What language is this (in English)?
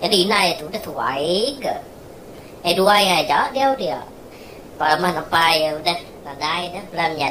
Iban